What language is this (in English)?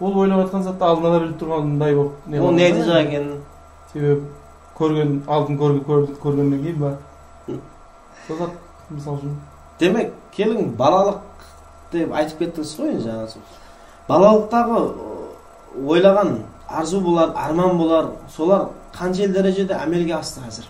Kara-Kalpak